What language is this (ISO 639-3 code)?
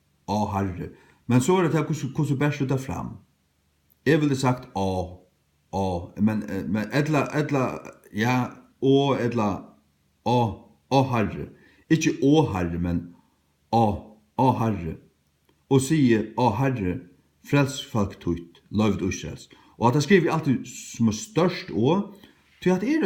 fao